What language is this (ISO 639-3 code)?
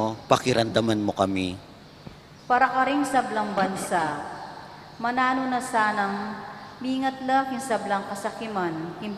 pam